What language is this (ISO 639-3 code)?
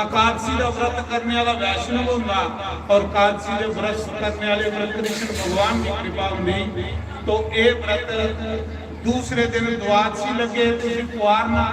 doi